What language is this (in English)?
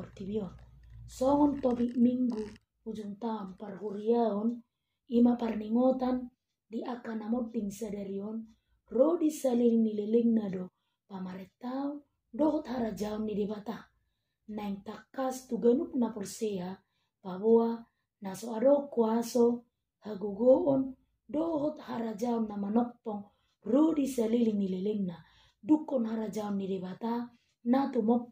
Batak Toba